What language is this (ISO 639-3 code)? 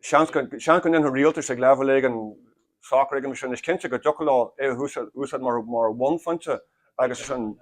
gle